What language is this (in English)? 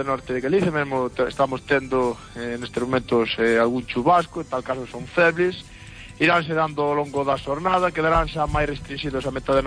Galician